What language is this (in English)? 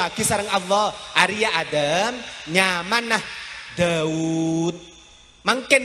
Madurese